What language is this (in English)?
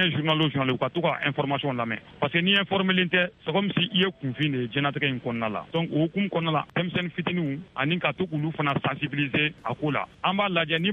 Bambara